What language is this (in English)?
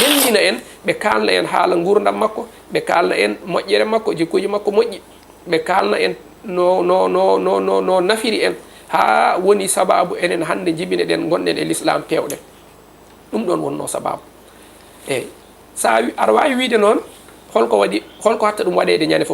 Fula